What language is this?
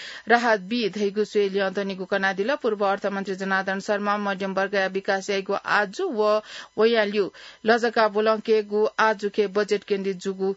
Newari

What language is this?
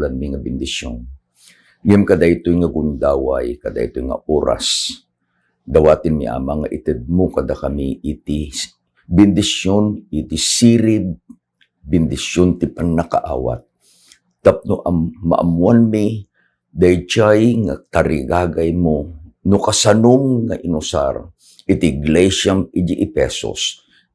Iloko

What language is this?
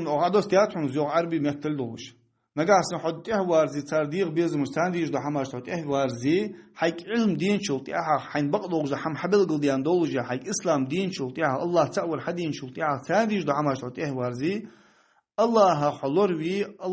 Ingush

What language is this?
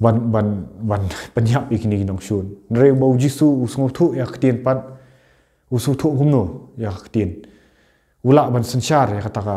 Khasi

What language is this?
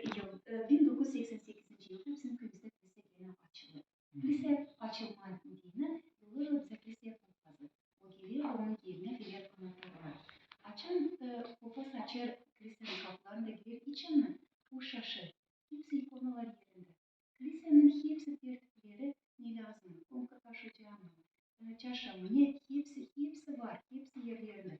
Gagauz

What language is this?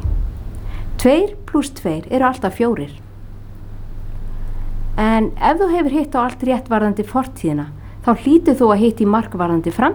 Icelandic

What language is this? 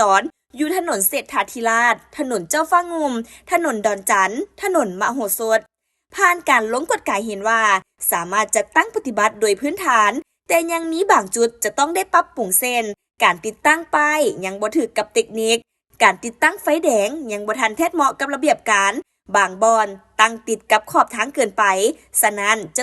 Lao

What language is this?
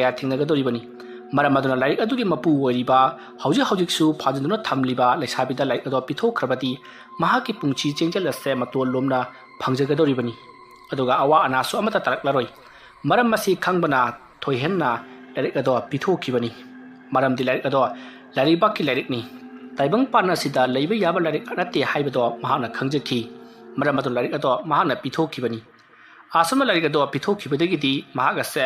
Manipuri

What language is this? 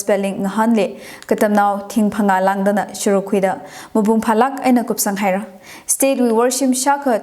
Tangkhul Naga (India)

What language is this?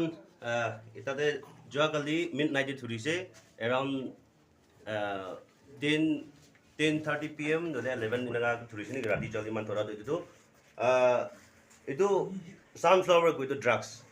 Naga Pidgin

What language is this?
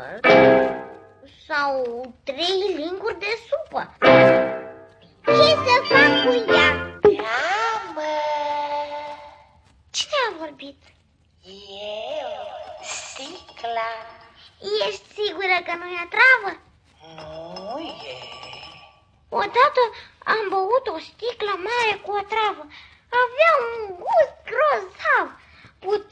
Romanian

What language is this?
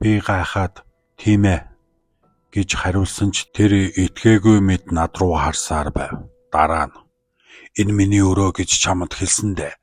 Mongolian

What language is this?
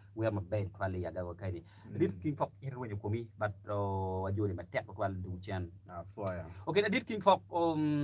Acoli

